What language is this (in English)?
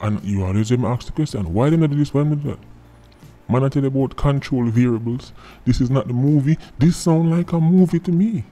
Jamaican Creole English